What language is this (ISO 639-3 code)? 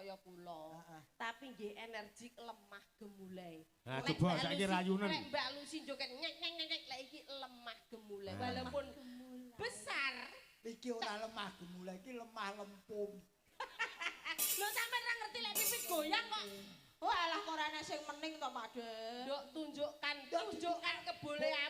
jav